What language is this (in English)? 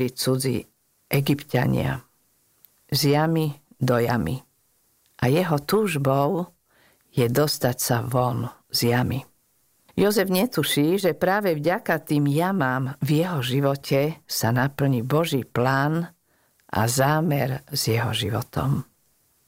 Slovak